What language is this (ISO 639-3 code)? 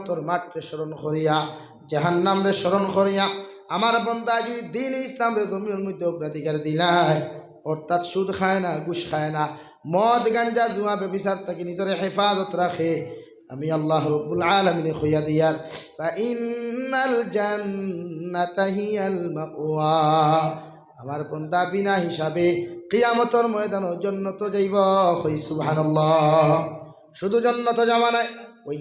syl